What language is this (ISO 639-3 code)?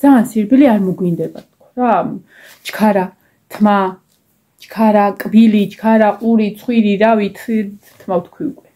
kat